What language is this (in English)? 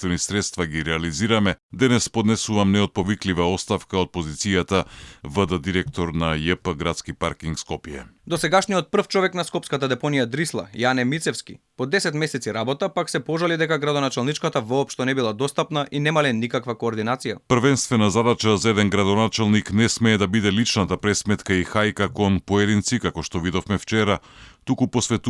Macedonian